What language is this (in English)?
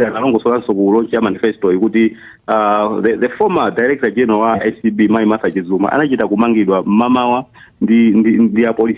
Nyanja